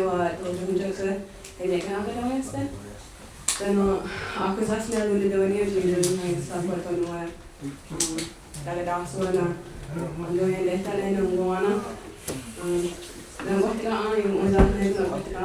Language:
Mohawk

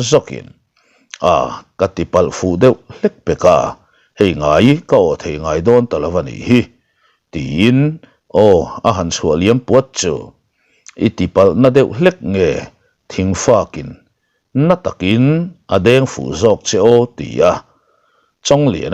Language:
Mizo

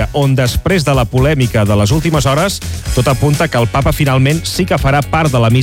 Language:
Catalan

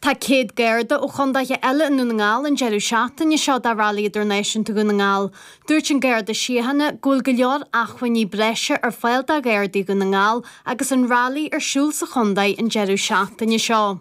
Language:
Irish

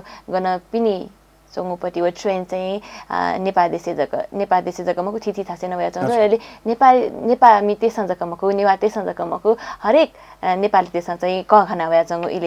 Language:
Newari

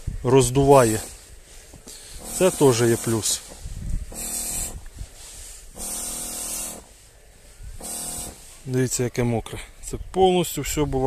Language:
Ukrainian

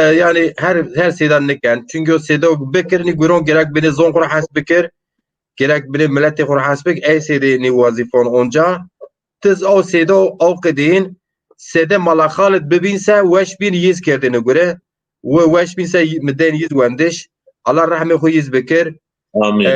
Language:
Zaza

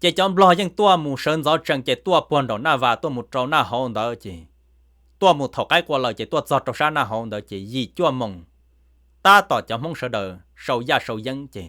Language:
Hmong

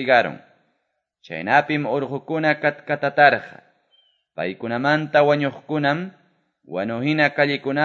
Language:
Quechua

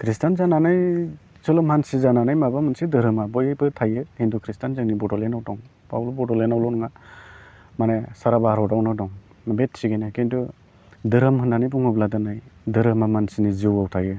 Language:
Bodo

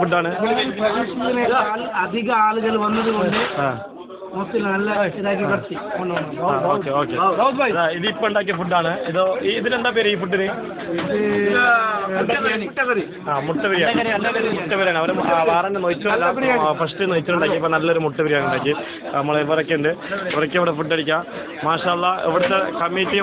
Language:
Malayalam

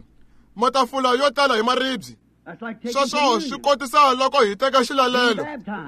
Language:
Tsonga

